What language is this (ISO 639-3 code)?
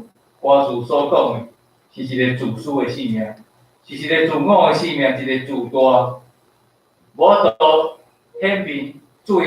nan